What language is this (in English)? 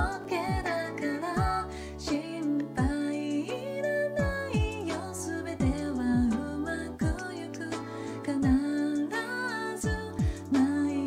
Japanese